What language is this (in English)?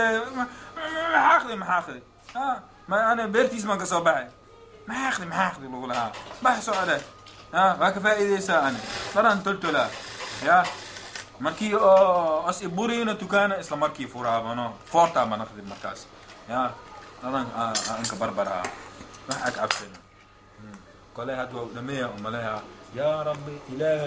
Somali